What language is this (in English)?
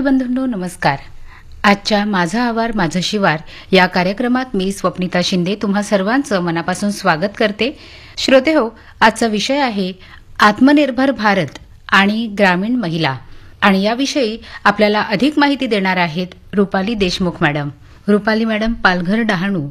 Marathi